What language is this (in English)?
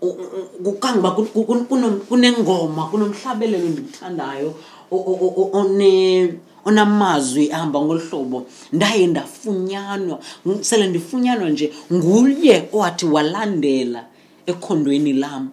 Xhosa